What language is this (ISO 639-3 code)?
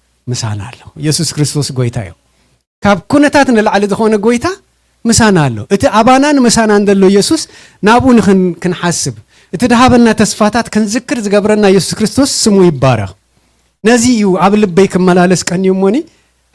tir